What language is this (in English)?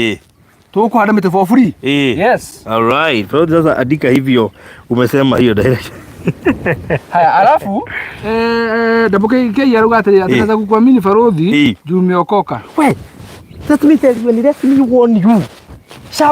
Kikuyu